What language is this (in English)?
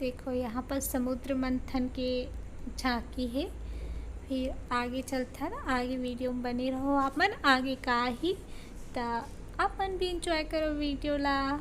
Chhattisgarhi